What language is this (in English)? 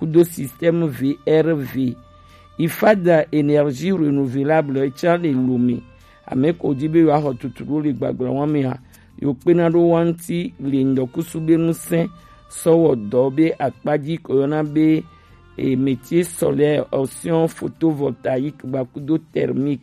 Gen